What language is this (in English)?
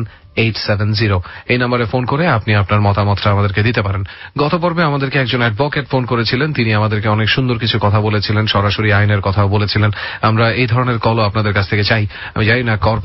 Bangla